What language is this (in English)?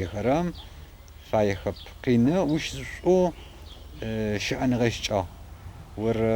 Adyghe